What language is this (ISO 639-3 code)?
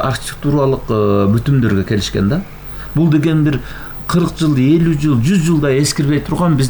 kir